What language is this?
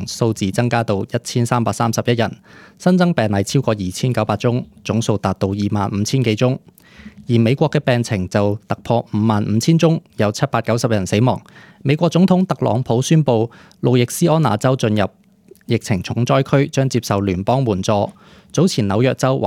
Cantonese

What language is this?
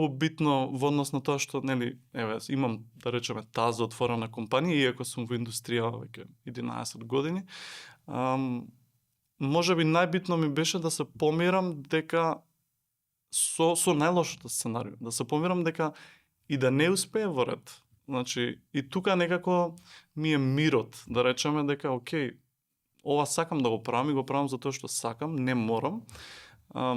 Macedonian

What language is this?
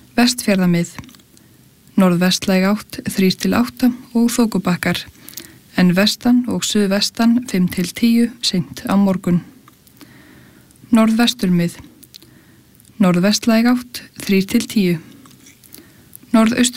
Icelandic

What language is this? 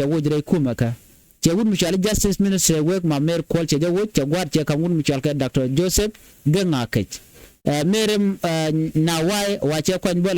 Nuer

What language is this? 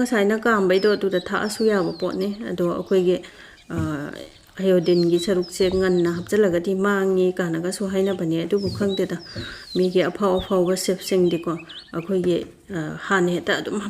Manipuri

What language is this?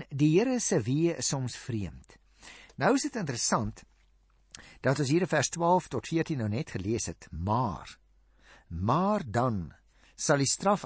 Afrikaans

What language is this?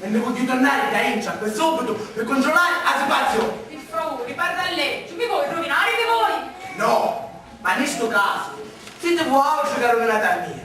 Sicilian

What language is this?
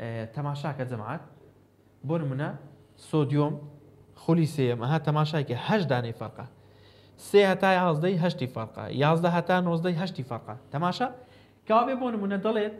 Central Kurdish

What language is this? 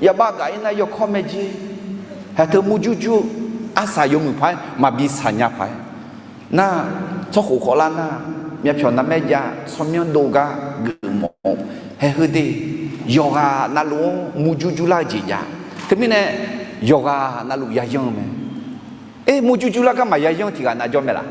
Akha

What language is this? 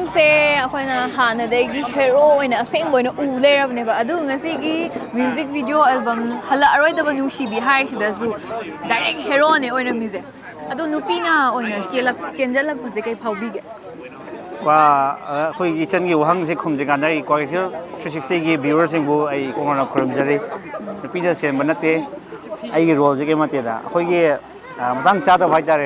Manipuri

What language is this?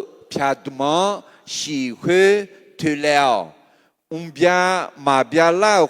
Akha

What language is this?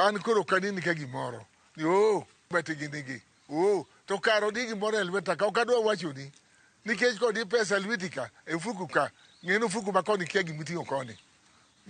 Luo (Kenya and Tanzania)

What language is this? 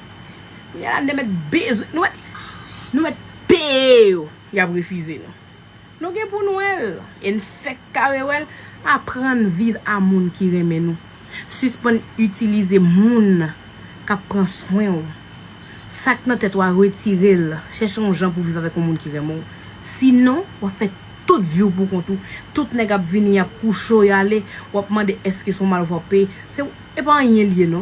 Haitian Creole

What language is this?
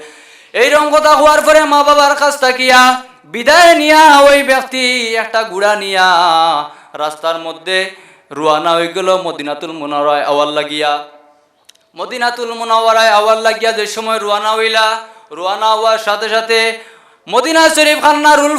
Sylheti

